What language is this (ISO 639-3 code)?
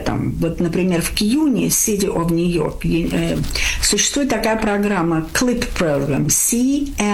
rus